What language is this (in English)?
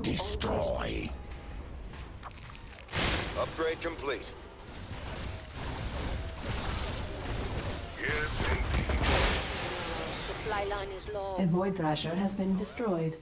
English